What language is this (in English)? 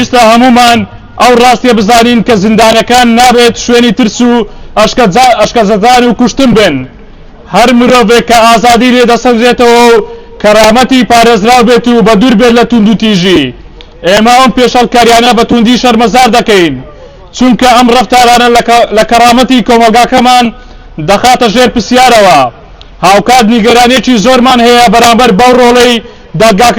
Central Kurdish